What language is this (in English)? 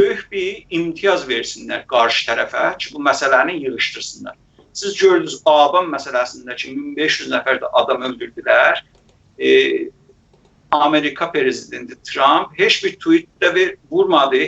South Azerbaijani